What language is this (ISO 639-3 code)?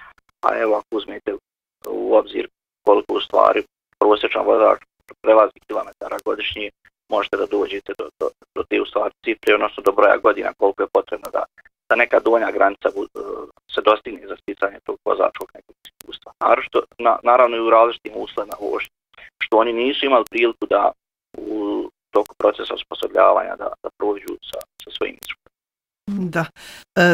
bos